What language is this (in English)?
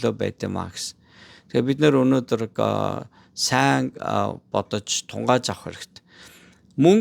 Mongolian